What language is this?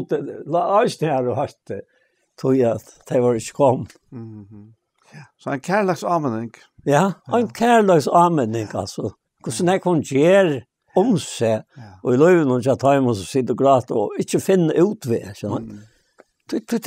Faroese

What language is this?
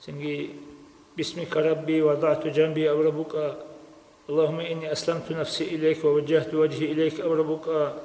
Avaric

